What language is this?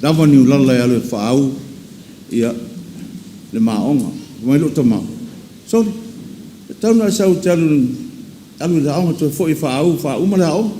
Samoan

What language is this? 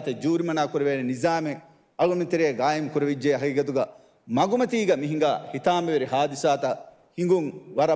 Divehi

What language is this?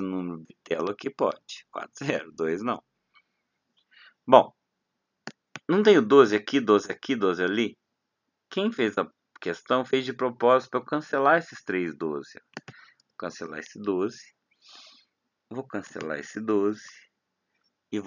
Portuguese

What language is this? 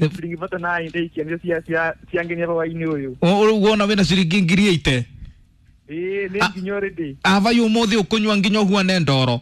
Kikuyu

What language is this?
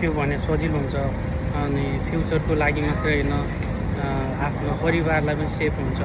Nepali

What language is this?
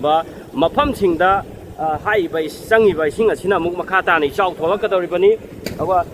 Manipuri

